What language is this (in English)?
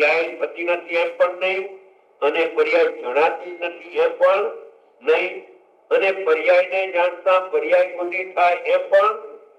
Gujarati